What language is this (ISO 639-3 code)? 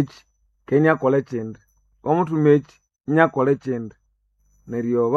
nnb